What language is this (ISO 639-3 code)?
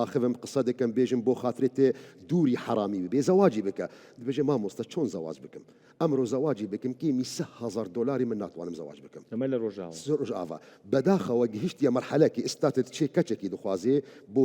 kur